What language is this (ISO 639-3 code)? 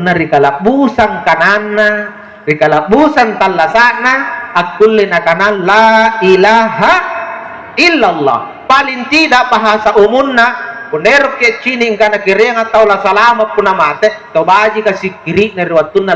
mak